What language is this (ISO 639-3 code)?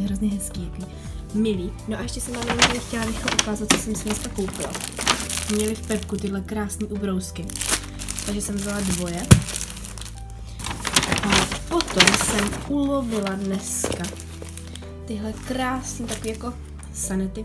ces